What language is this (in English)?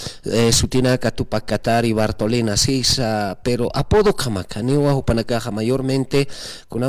Aymara